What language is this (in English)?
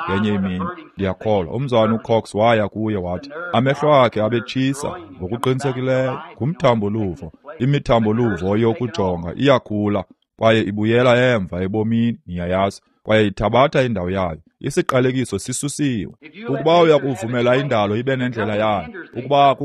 Xhosa